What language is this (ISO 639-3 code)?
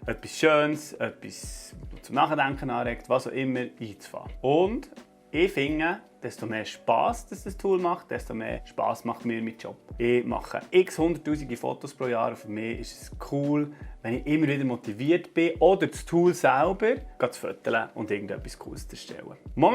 gsw